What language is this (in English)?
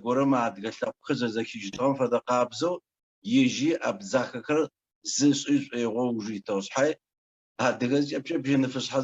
Adyghe